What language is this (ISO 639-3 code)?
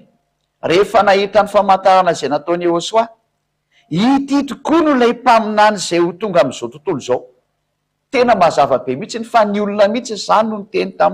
mlg